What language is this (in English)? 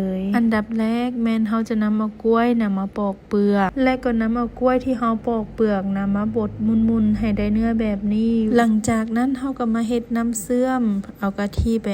Lao